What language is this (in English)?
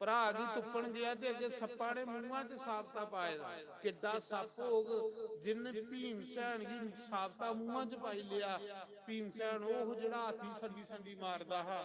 Dogri